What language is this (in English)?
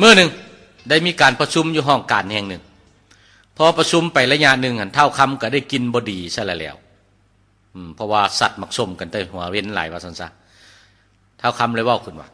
Lao